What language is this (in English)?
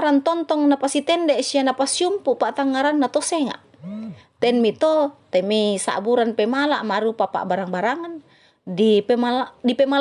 Toraja-Sa'dan